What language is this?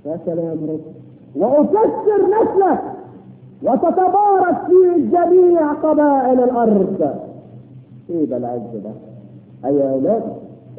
Egyptian Arabic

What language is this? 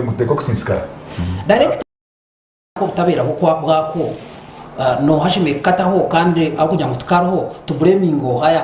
Nyankole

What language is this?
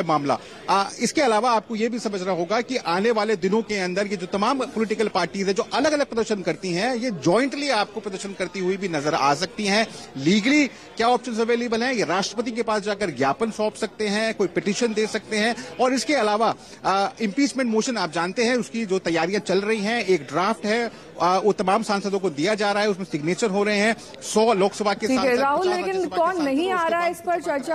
Hindi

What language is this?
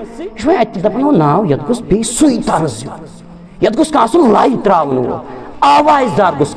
Kashmiri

